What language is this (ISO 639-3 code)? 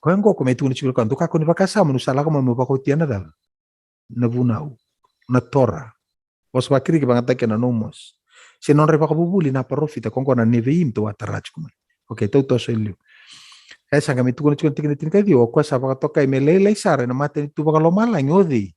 fij